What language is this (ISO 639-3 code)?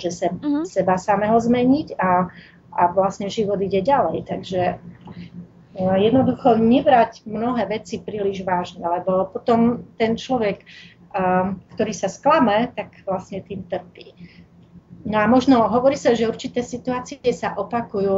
slk